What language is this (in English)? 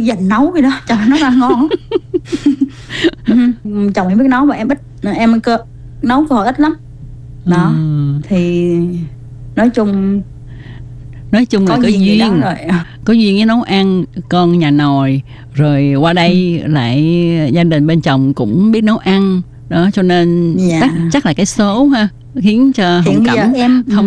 Vietnamese